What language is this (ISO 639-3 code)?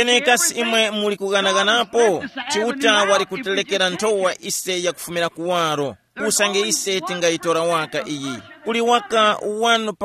tum